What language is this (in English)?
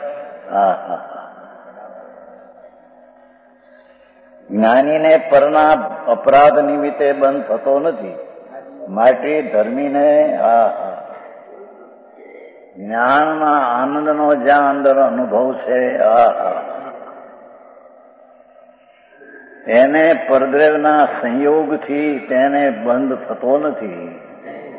Gujarati